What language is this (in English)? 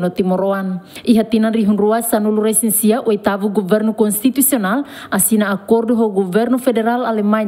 Tetum